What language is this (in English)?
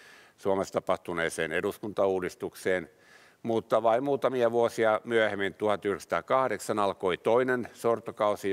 Finnish